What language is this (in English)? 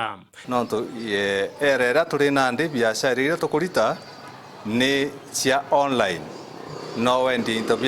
Meru